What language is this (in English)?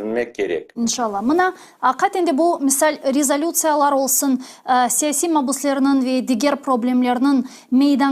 Crimean Tatar